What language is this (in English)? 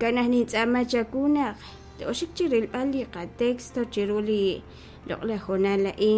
Kekchí